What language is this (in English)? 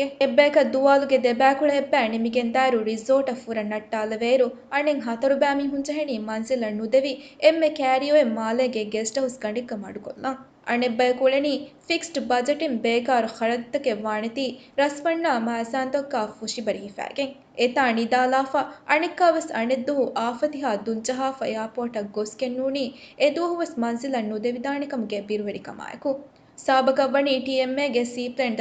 Divehi